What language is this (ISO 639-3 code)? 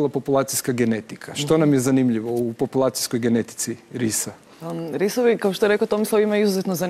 hrv